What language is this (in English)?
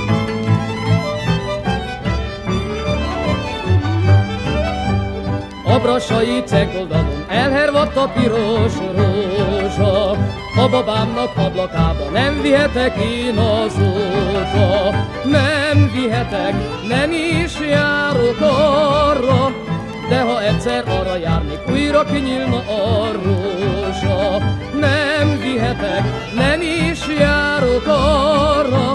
Hungarian